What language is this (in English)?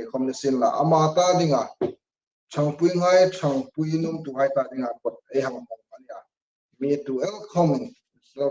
Hmar